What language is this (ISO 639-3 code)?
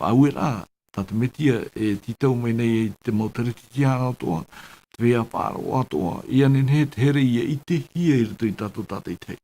tah